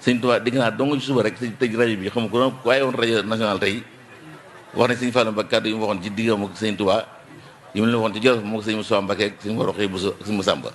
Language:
Wolof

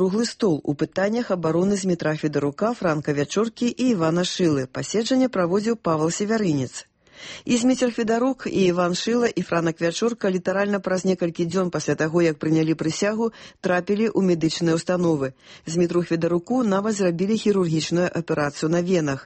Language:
Belarusian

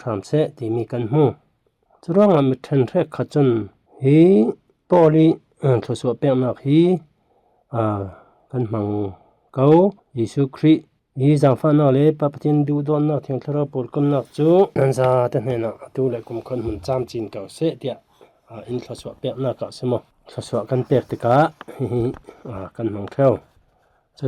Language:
Falam Chin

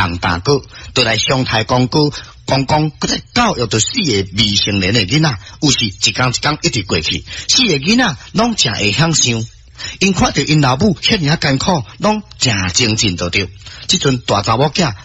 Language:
Min Nan Chinese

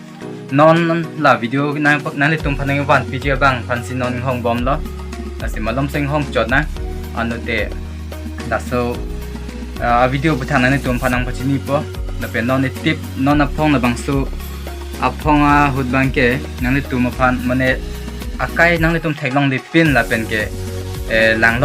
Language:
Karbi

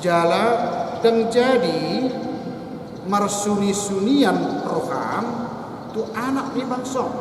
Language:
Batak Toba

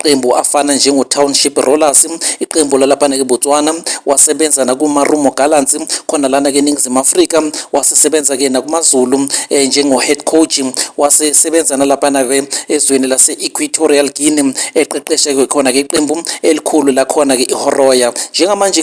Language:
Zulu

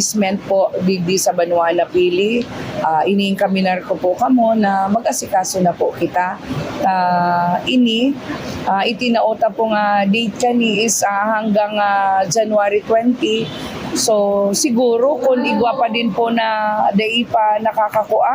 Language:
Bikol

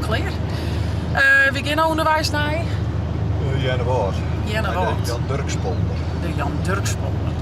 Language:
Western Frisian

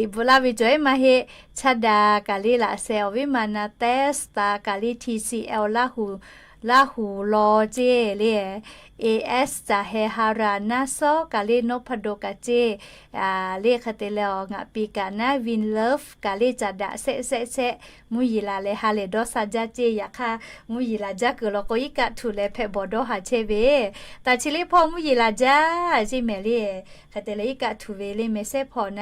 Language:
Lahu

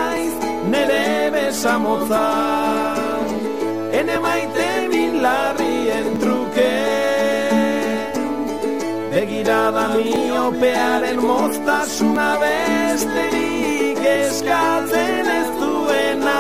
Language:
Basque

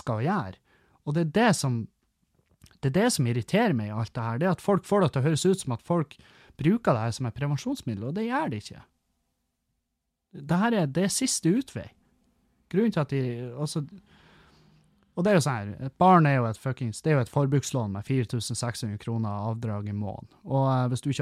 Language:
Norwegian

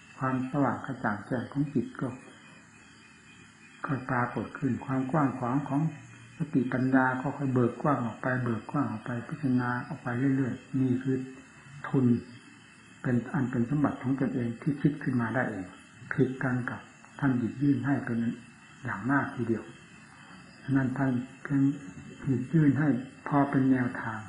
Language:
Thai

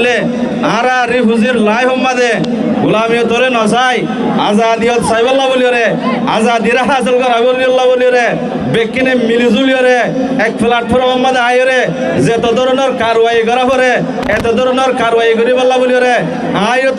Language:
Rohingya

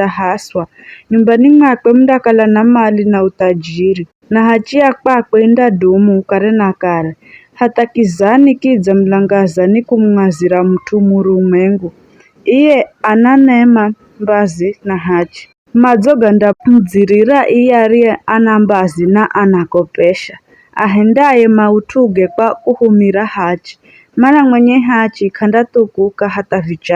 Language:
Giryama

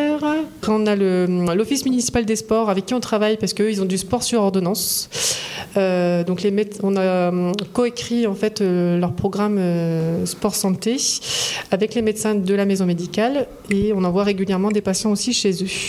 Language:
French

